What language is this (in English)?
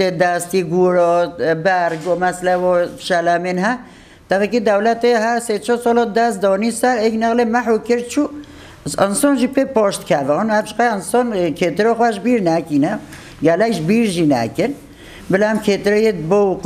Kurdish